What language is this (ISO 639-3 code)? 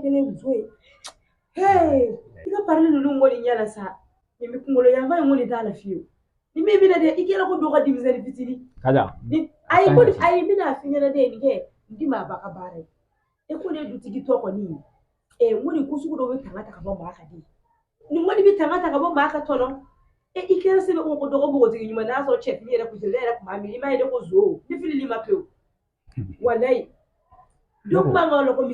bam